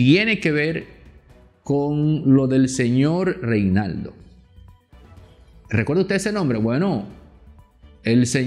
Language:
Spanish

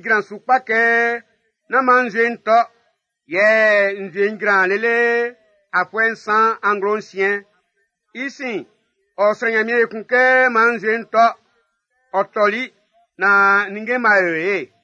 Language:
Baoulé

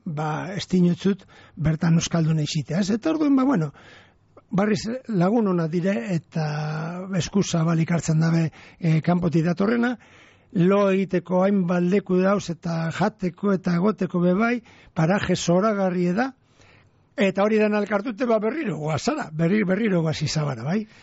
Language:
Basque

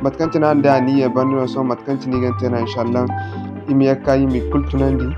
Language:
Zarma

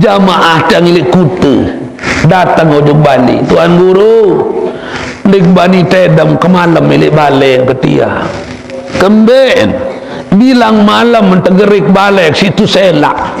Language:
Sasak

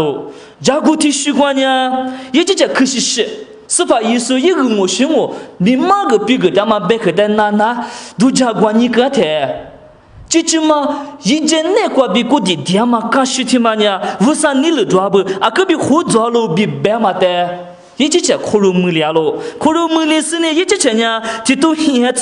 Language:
Lisu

